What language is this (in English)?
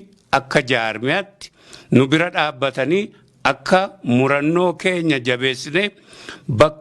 Oromo